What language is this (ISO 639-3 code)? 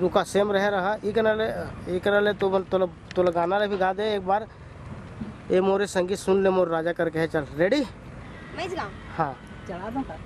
hne